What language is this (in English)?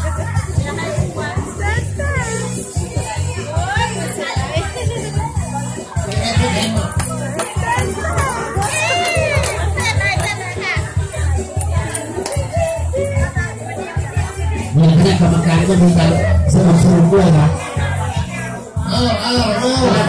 Thai